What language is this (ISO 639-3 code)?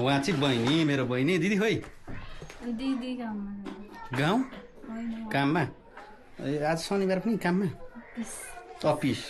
nep